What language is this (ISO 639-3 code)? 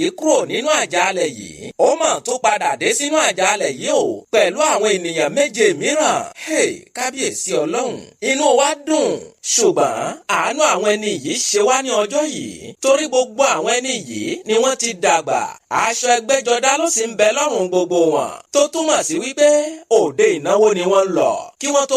yor